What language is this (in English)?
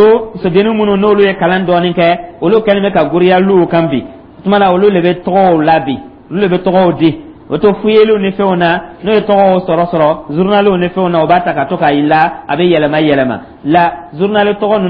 Dyula